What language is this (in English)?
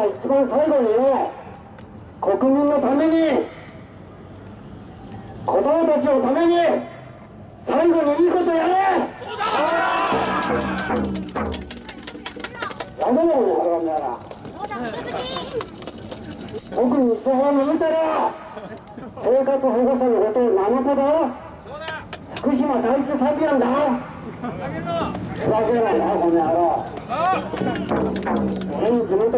Japanese